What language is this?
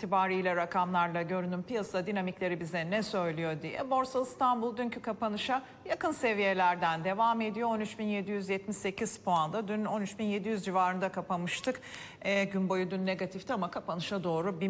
Turkish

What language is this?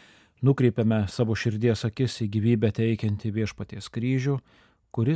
Lithuanian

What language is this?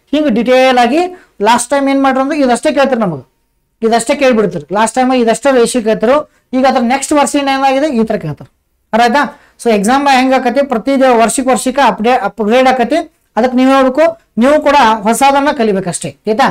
Kannada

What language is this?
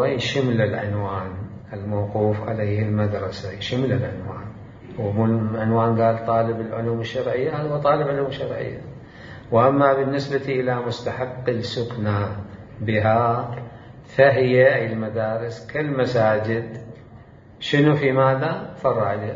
Mesopotamian Arabic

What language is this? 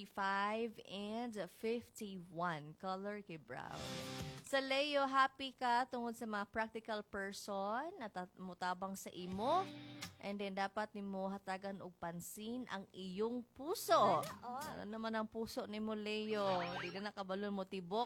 Cebuano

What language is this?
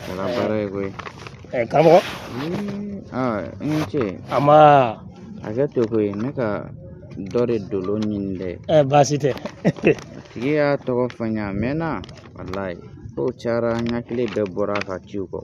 Bambara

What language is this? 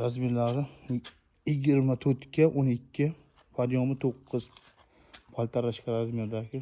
Uzbek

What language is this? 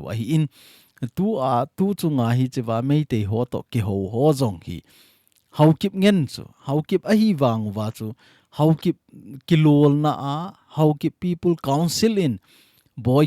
Thado Chin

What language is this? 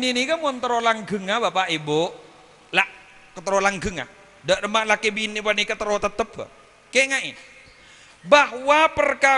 Madurese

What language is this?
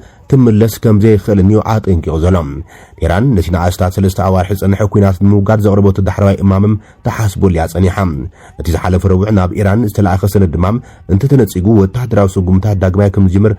Tigrinya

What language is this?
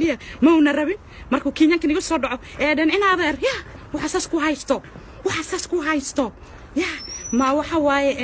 Somali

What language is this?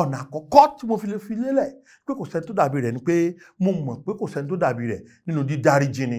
Yoruba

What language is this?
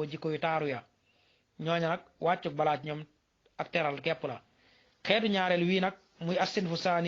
Wolof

